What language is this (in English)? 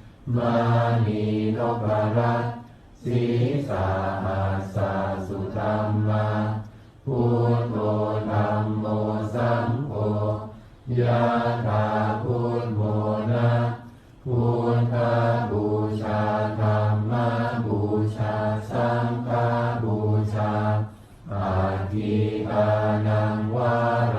Pali